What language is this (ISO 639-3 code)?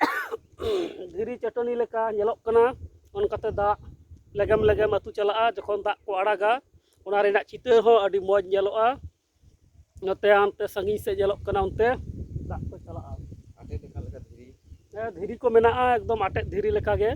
sat